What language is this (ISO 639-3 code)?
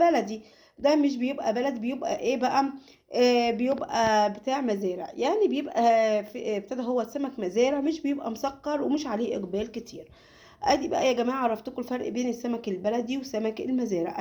arz